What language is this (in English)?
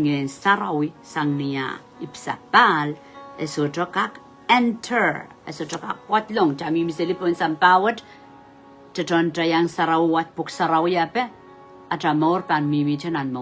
Pohnpeian